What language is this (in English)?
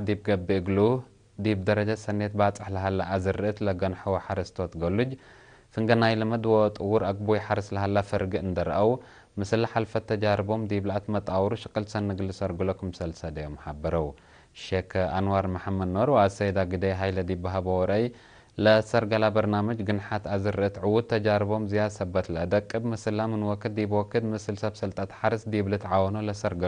Tigre